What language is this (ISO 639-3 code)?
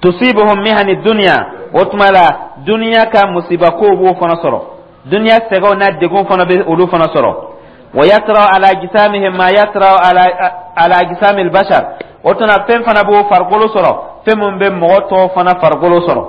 dyu